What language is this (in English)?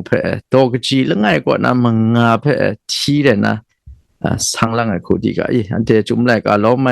Kachin